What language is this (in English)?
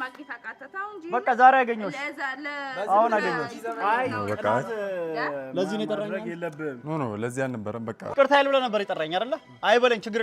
Amharic